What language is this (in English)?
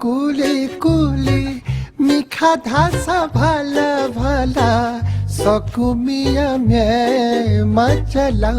Newari